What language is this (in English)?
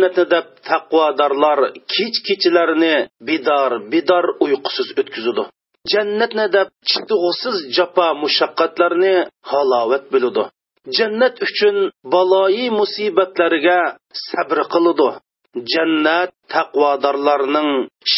Uyghur